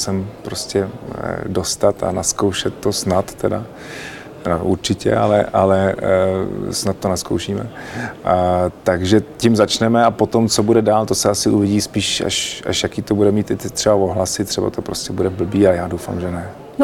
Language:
Czech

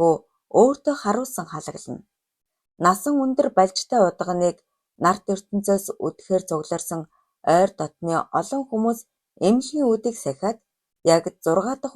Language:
Mongolian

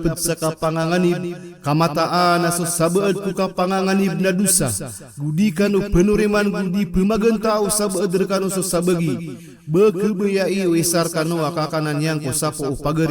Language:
Maranao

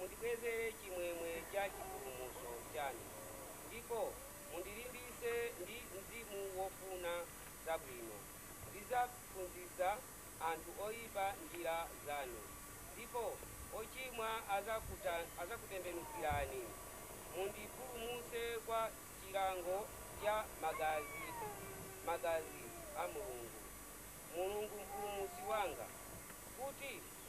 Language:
Nyanja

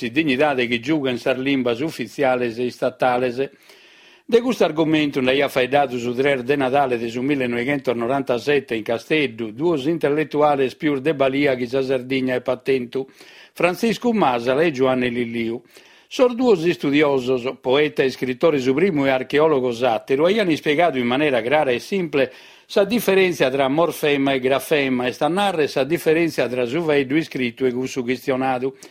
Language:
Sardinian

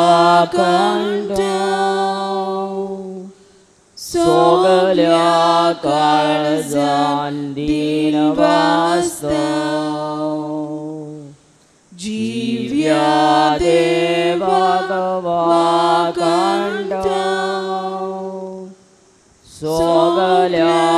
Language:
Konkani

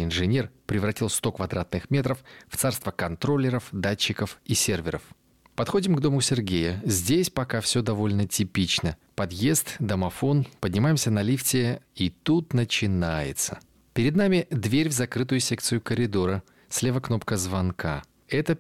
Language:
Russian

